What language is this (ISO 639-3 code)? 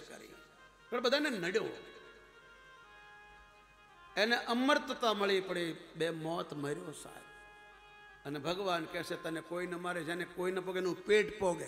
guj